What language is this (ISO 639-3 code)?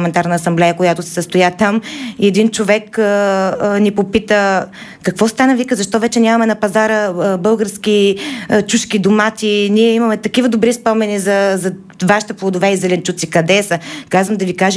bul